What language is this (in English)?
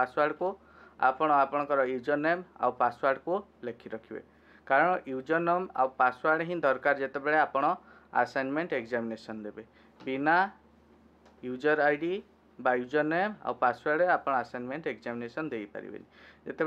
Odia